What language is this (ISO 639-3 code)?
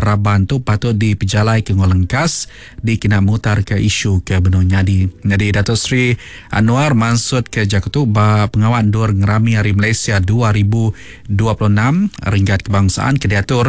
iba